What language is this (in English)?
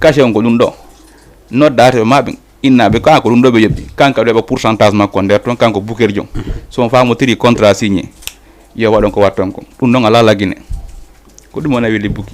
Fula